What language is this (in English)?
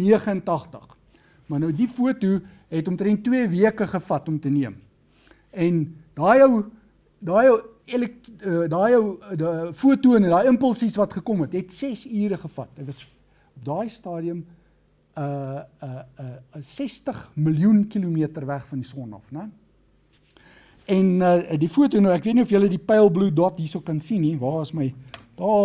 Afrikaans